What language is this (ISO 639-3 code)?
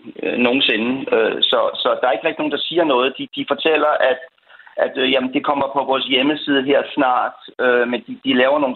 dan